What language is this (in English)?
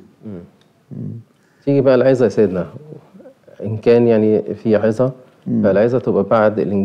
Egyptian Arabic